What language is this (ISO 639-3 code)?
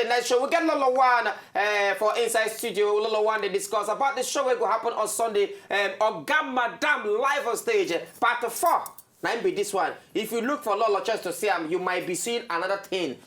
pcm